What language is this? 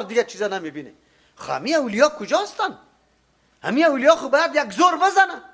Persian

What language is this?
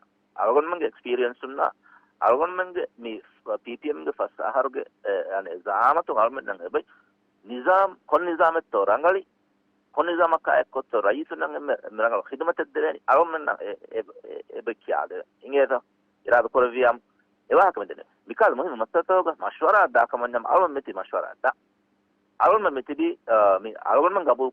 Divehi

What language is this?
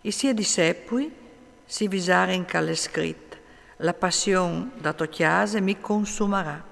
Friulian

